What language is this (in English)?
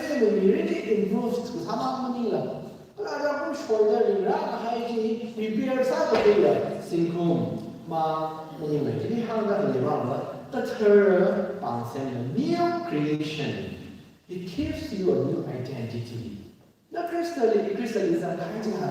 Tangkhul Naga (India)